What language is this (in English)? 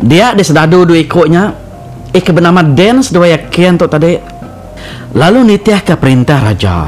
Iban